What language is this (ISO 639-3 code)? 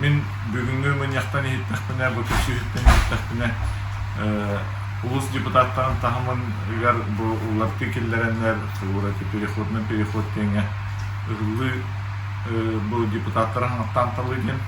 sah